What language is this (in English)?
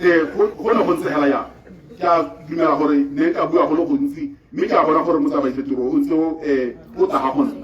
Tswana